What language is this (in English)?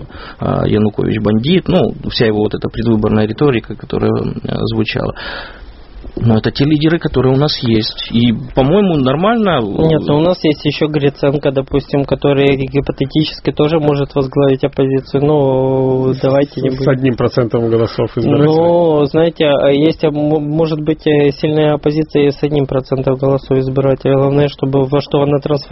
Russian